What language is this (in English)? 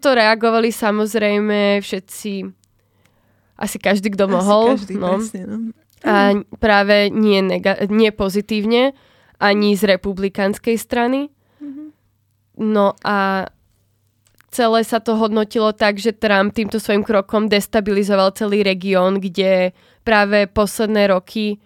Slovak